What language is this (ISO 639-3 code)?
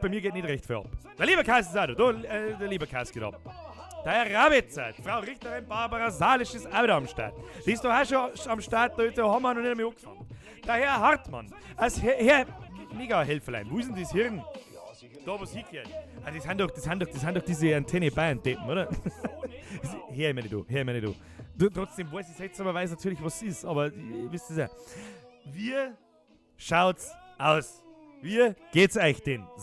bar